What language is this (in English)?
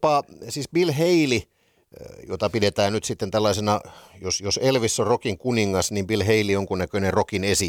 Finnish